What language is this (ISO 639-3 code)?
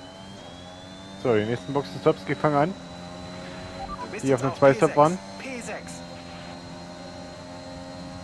deu